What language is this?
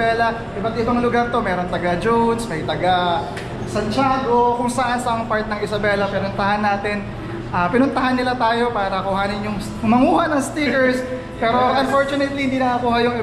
Filipino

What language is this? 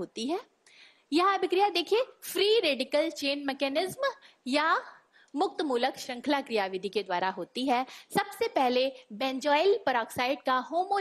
Hindi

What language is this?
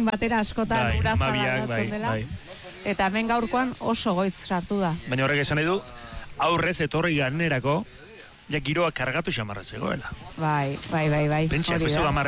Basque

